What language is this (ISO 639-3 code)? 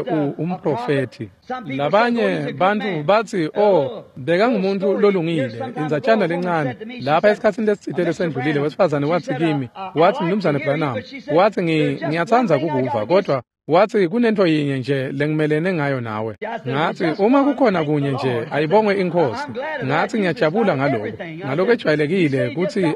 ssw